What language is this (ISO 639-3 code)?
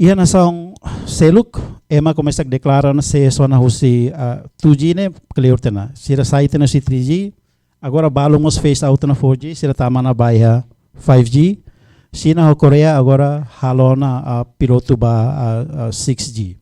tet